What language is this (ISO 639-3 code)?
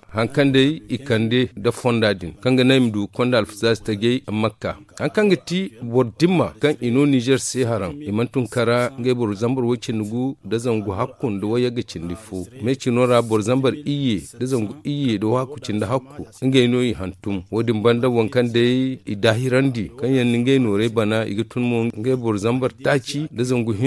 dje